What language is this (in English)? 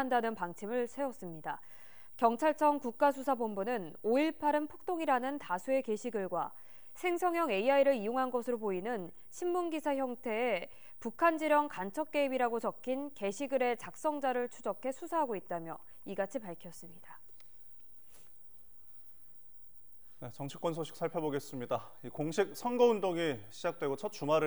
Korean